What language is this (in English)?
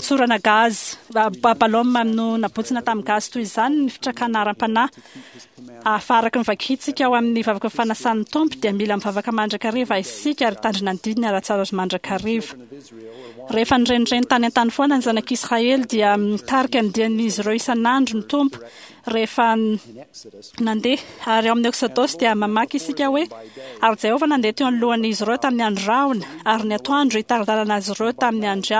Malagasy